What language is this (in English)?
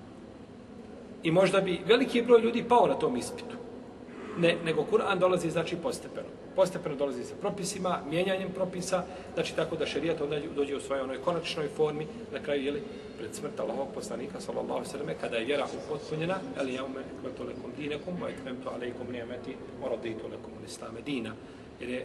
Bosnian